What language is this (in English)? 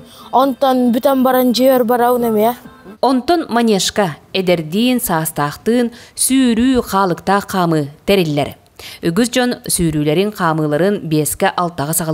Yakut